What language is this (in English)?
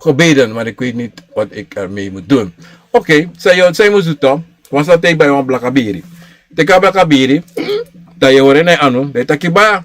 Sranan Tongo